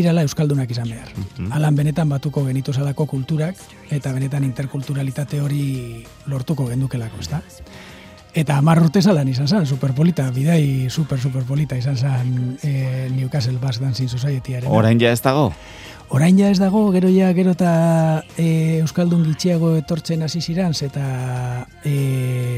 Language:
Basque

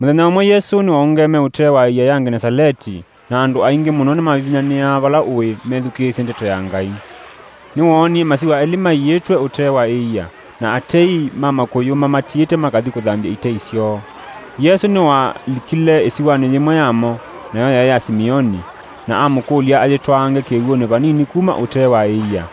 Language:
Kamba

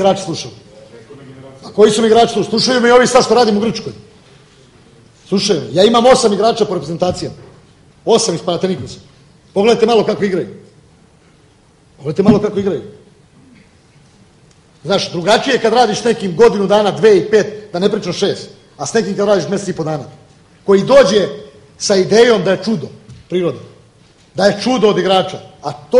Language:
Serbian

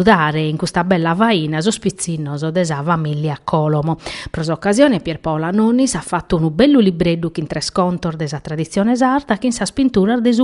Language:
Sardinian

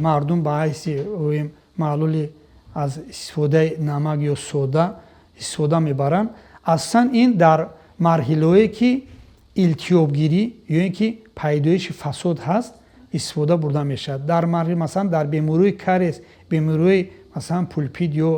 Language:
Tajik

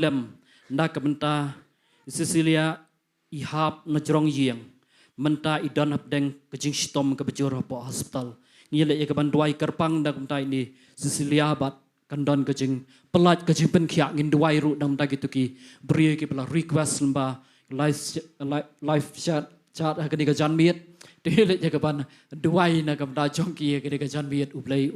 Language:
Khasi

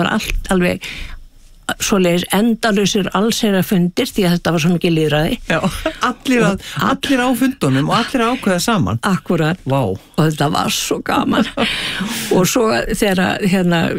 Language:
Icelandic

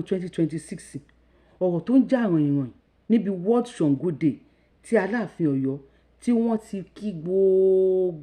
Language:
Yoruba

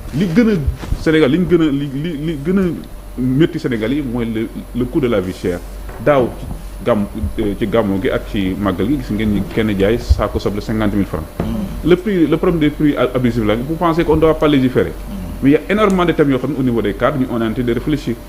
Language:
Wolof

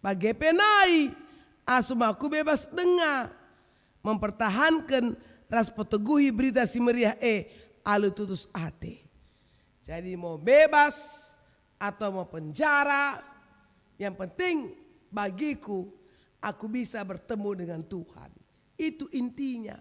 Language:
Batak Karo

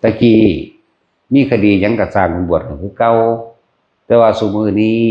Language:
Northeastern Thai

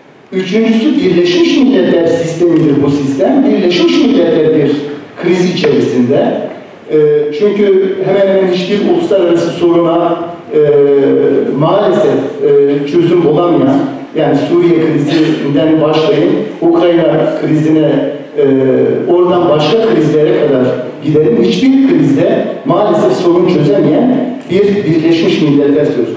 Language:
Turkish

